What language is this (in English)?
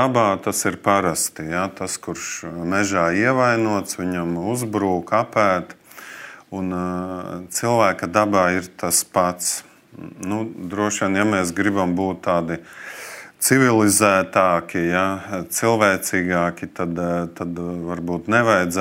Latvian